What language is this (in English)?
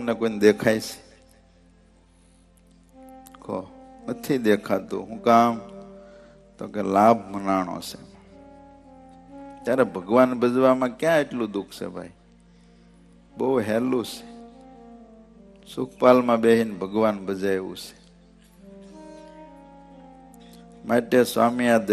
Gujarati